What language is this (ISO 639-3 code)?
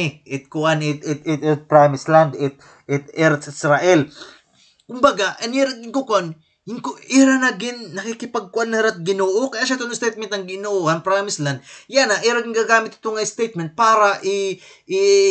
war